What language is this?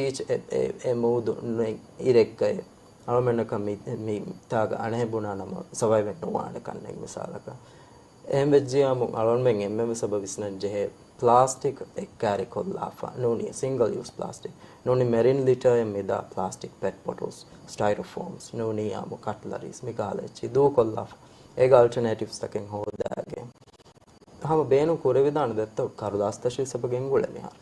Divehi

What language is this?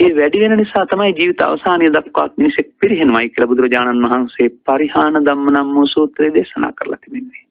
Sinhala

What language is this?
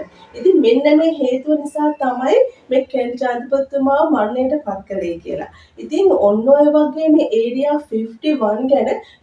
Sinhala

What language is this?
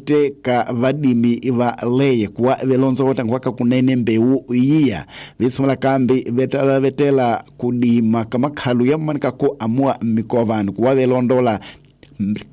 Tsonga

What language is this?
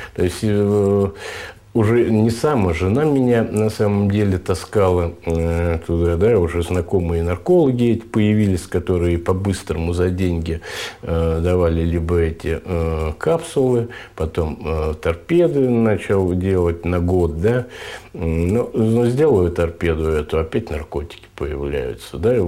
Russian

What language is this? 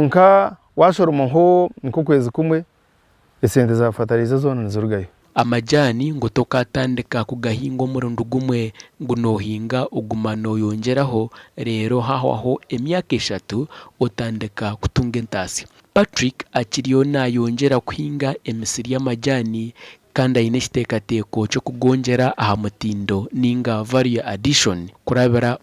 Nyankole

